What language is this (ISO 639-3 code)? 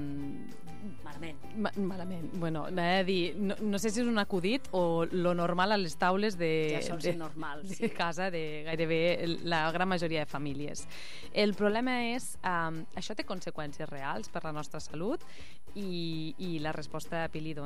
cat